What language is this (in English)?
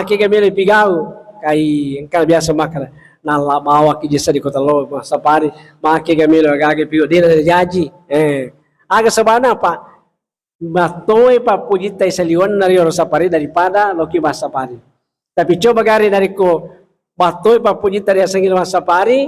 Buginese